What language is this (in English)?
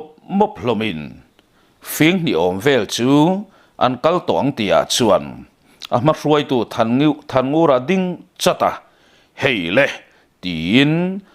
Mizo